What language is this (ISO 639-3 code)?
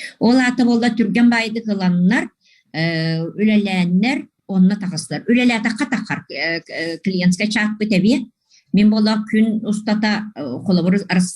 sah